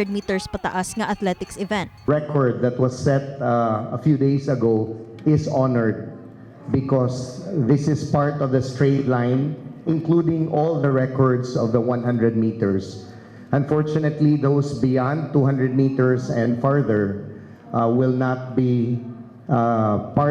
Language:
Cebuano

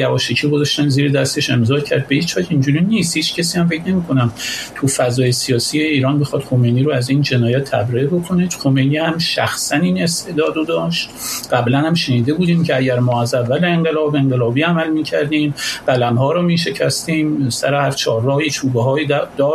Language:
Persian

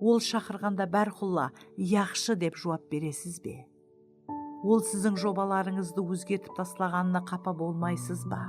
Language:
Kara-Kalpak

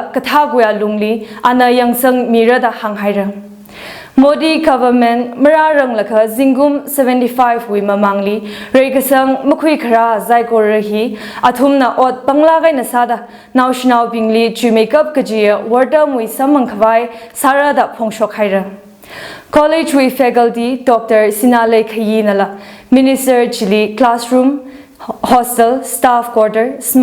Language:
Tangkhul Naga (India)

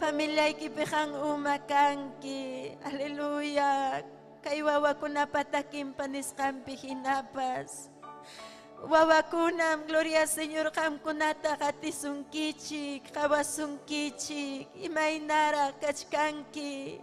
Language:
Ayacucho Quechua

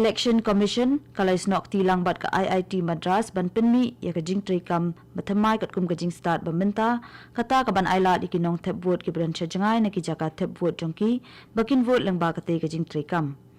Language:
Khasi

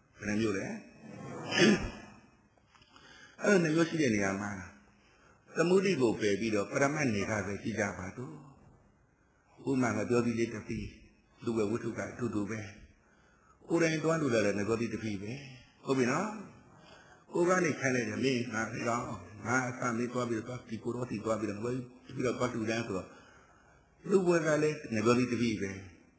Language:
Burmese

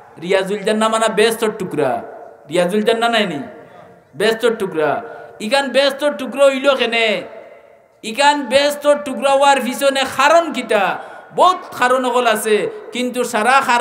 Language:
Sylheti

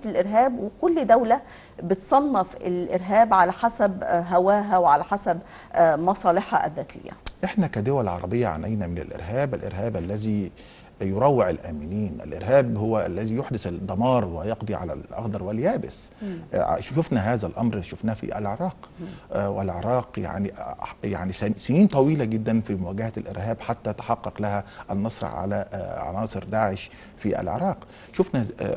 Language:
Arabic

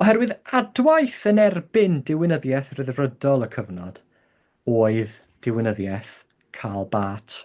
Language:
Welsh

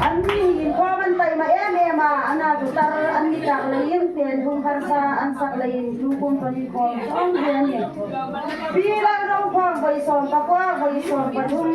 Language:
Hmar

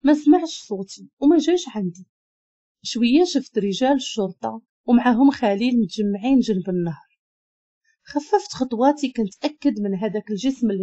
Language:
Moroccan Arabic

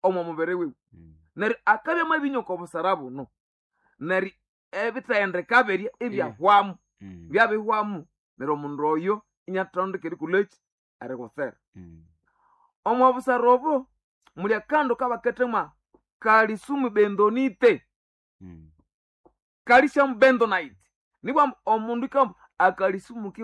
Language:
Nande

